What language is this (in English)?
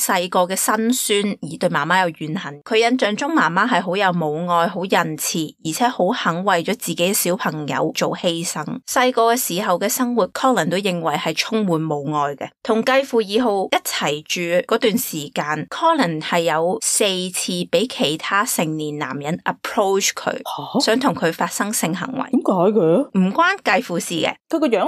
Cantonese